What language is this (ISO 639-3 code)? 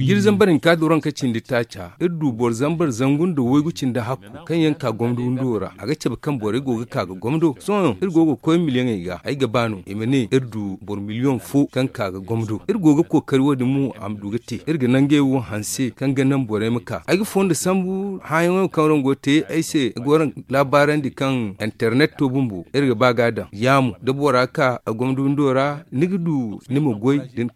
dje